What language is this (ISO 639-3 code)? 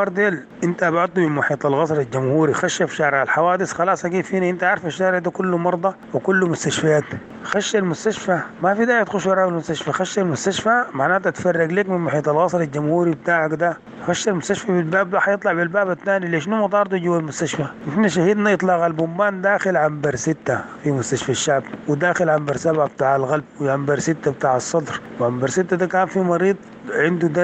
apd